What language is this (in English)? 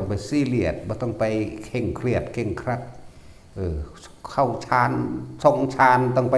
Northeastern Thai